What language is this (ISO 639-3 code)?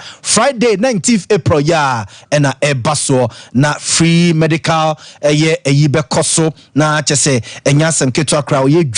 aka